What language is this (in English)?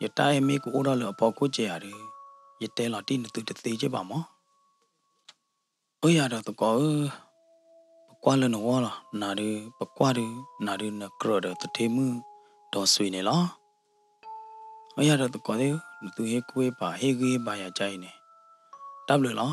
S'gaw Karen